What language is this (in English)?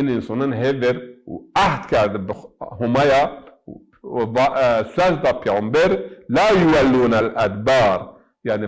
Zaza